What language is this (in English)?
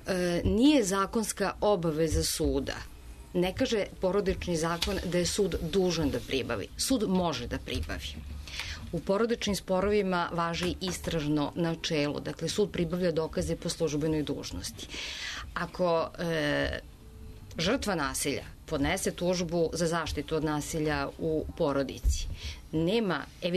Serbian